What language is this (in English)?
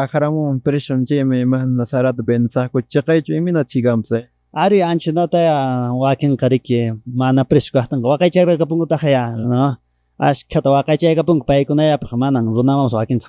Quechua